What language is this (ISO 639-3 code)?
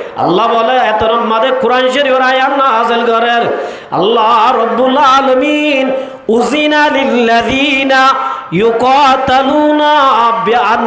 rhg